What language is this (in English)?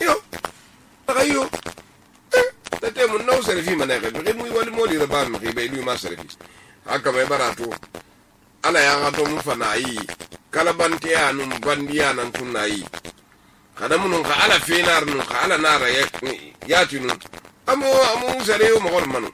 Susu